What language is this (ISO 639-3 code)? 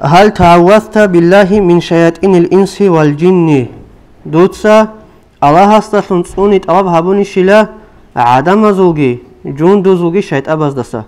ava